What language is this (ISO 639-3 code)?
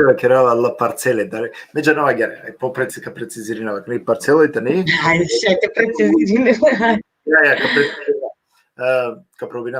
rmn